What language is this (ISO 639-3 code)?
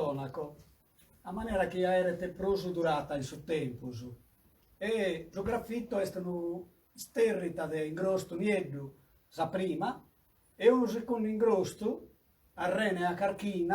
srd